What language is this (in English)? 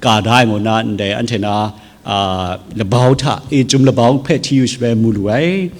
Kachin